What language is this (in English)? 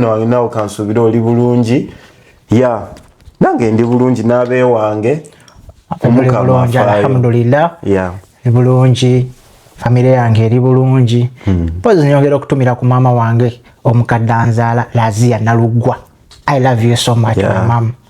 Ganda